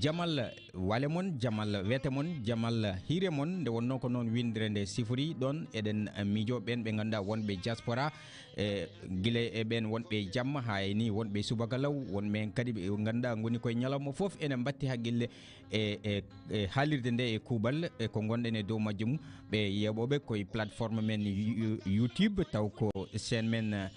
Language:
Fula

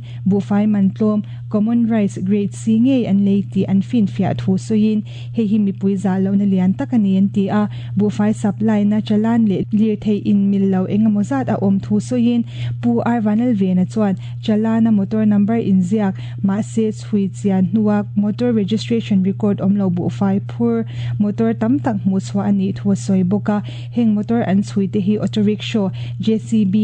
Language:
Mizo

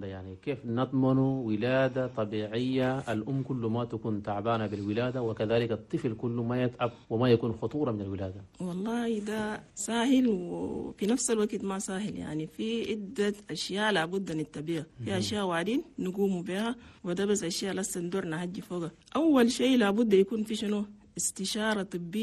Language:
Chadian Arabic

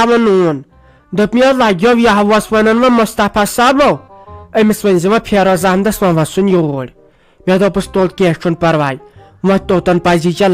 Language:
Kashmiri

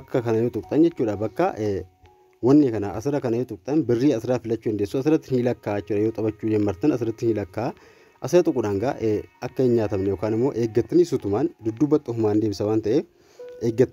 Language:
Oromo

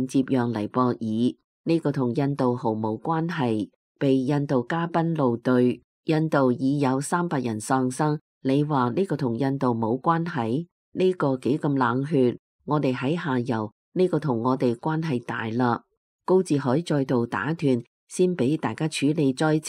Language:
Cantonese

